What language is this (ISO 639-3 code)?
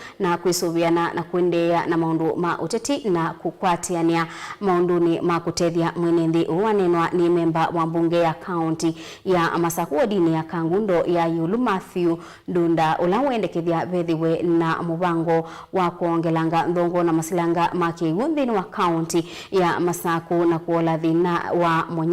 kam